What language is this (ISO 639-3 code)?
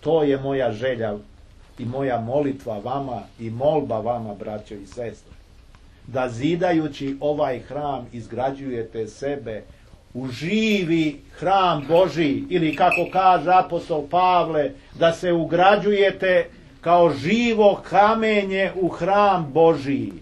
srp